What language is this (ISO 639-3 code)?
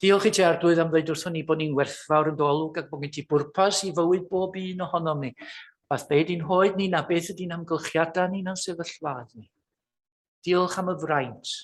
cym